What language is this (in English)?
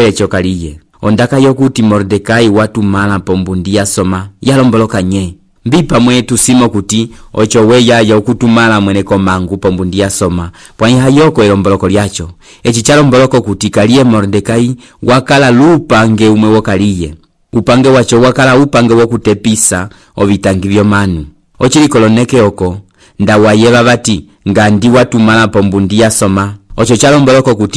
Umbundu